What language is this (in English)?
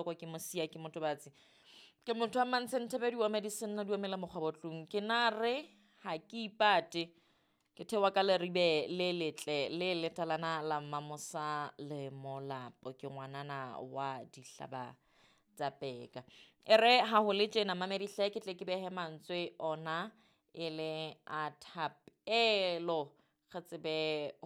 Southern Sotho